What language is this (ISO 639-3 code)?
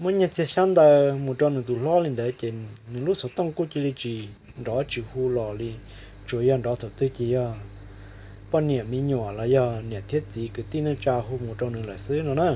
hmn